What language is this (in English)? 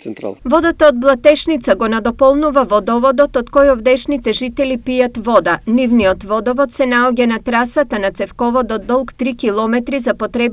Macedonian